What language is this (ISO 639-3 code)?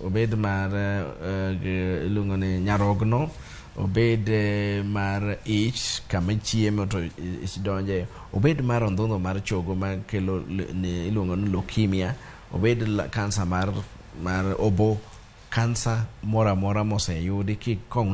luo